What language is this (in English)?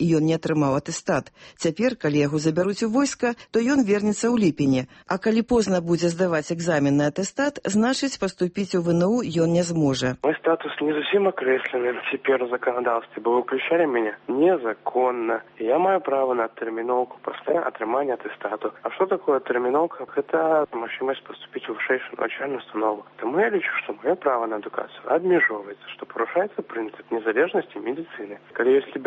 Belarusian